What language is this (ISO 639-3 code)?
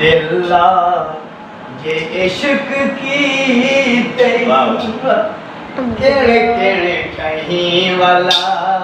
skr